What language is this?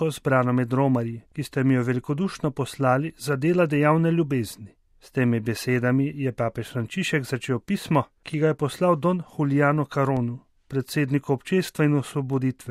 Slovenian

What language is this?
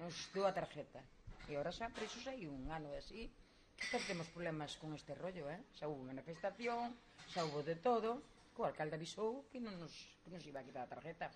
Galician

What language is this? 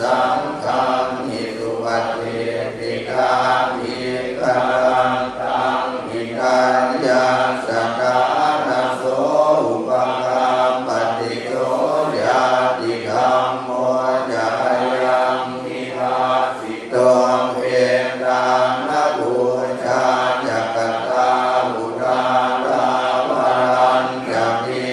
Pali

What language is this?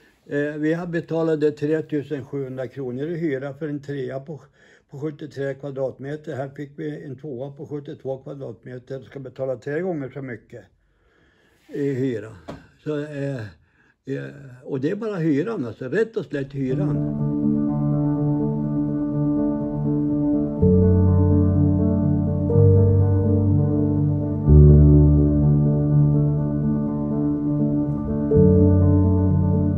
Swedish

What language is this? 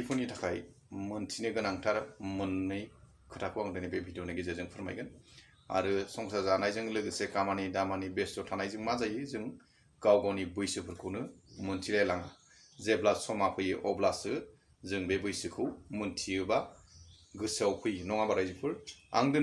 Bodo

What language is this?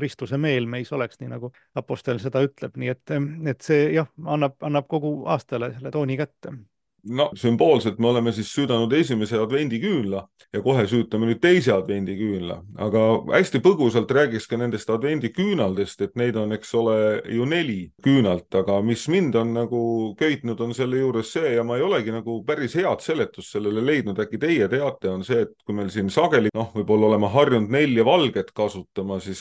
Estonian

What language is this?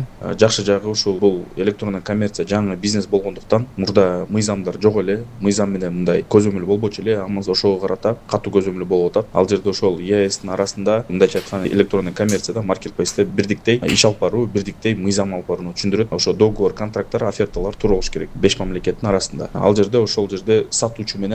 Kyrgyz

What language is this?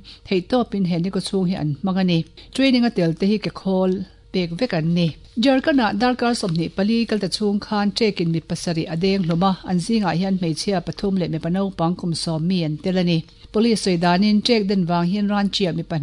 Mizo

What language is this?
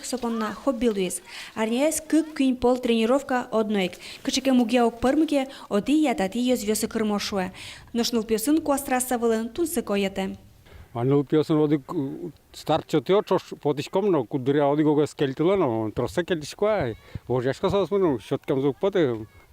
Udmurt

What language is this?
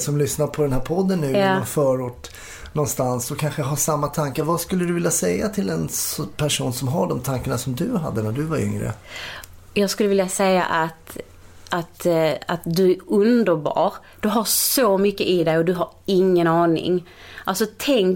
Swedish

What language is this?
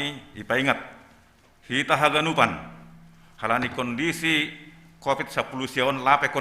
Batak Simalungun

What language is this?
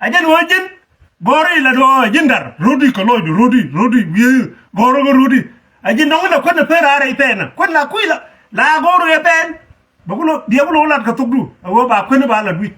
Nuer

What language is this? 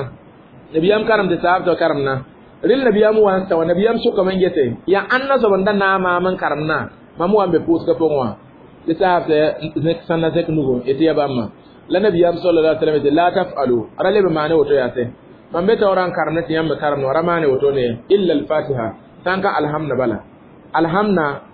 Mossi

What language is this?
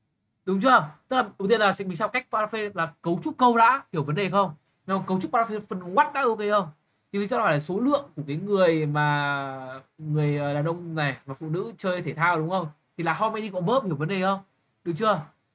Vietnamese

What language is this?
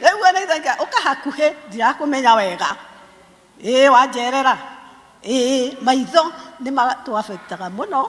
Kikuyu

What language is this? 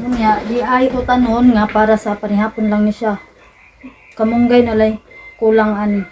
Cebuano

